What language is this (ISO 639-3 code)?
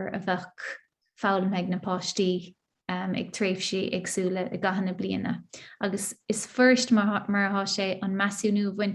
gle